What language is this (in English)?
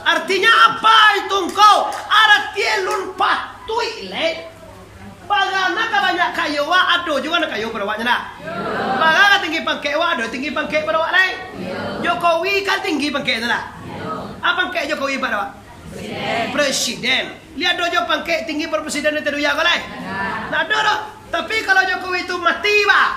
Minangkabau